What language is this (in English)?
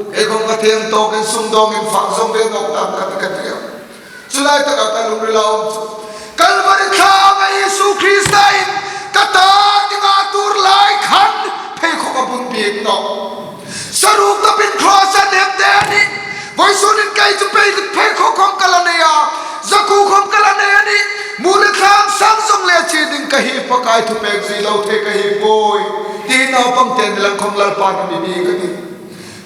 Hmar